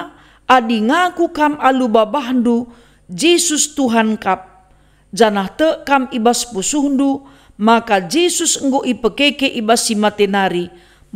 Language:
Batak Karo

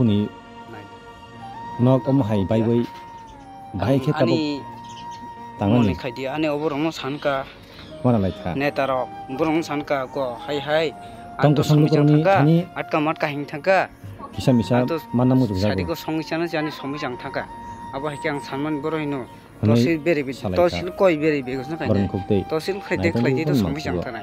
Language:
Kok Borok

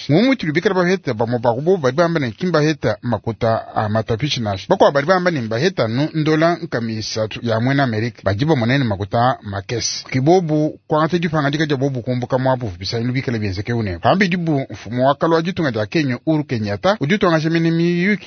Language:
Luba-Lulua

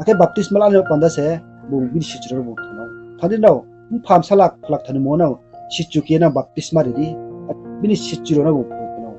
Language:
Riang (India)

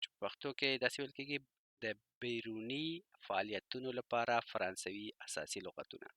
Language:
Pashto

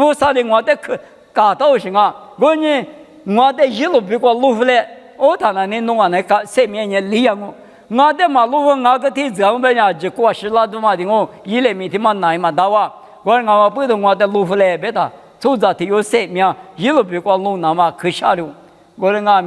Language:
Lisu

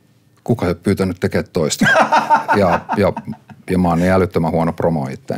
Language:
Finnish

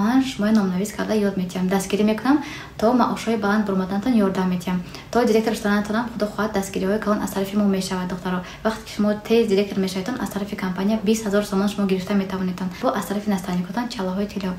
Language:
Tajik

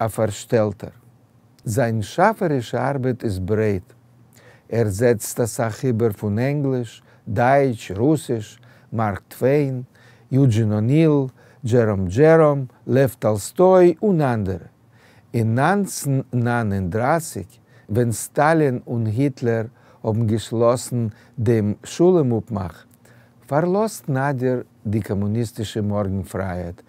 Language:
Yiddish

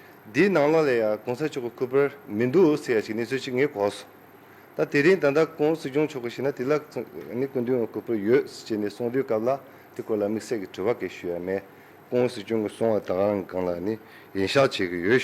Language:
Tibetan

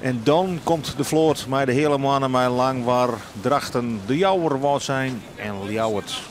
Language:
Western Frisian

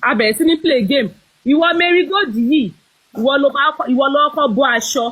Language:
Yoruba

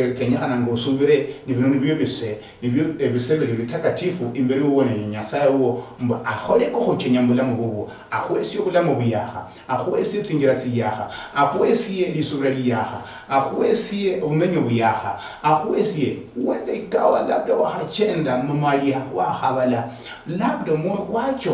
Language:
Luyia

